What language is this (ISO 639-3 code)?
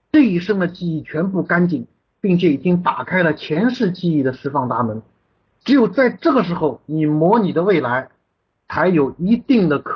zho